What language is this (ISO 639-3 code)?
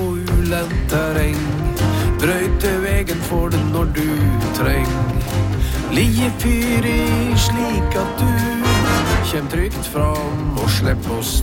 nor